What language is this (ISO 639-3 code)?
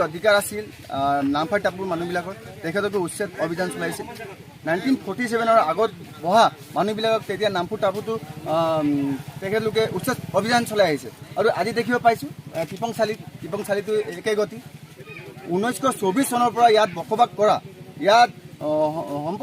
asm